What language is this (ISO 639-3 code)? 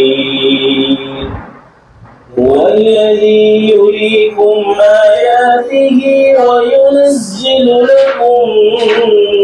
urd